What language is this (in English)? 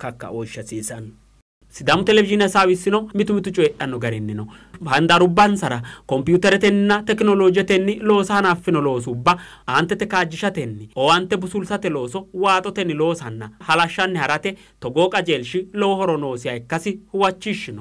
Sidamo